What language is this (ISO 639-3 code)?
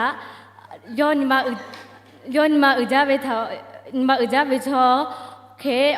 lhu